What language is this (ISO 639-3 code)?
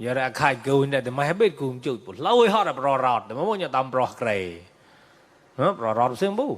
mnw